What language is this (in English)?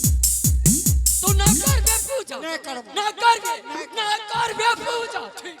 Angika